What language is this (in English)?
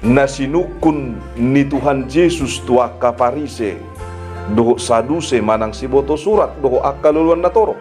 Batak Toba